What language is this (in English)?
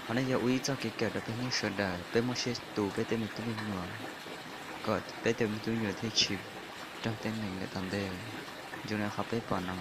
Hmong